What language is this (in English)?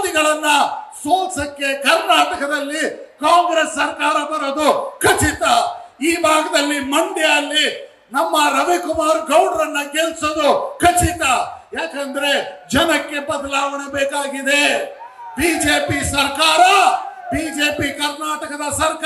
Kannada